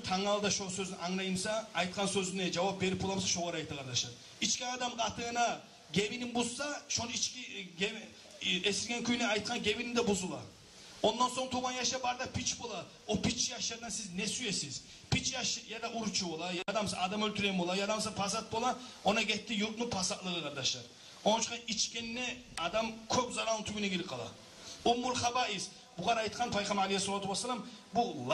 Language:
Kumyk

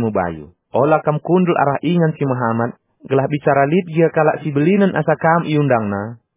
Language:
Batak Karo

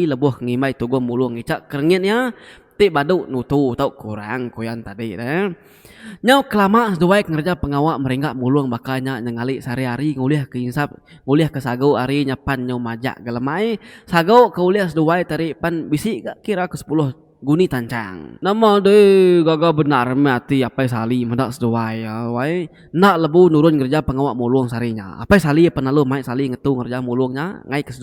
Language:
Iban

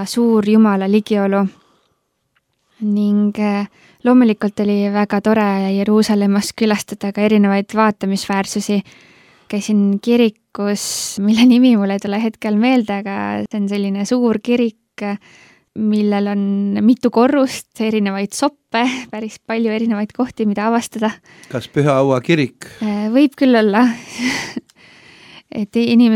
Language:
Estonian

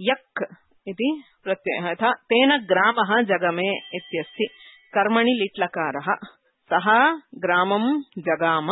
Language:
Sanskrit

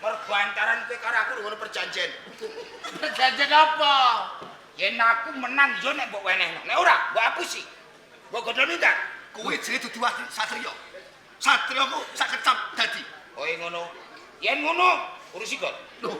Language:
Javanese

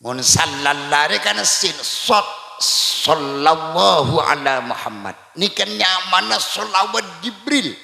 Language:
Madurese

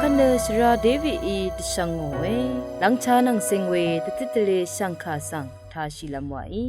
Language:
Rawang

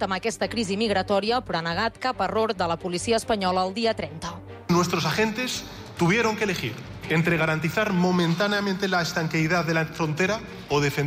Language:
Catalan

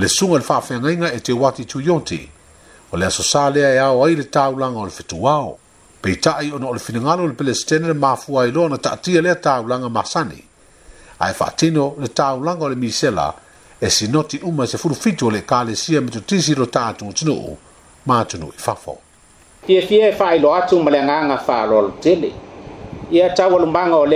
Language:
Samoan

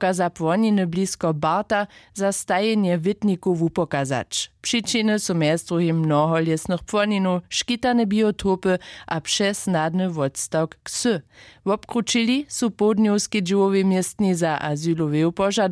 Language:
Upper Sorbian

